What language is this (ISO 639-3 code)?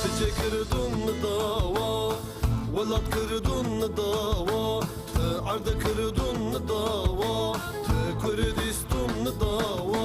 zza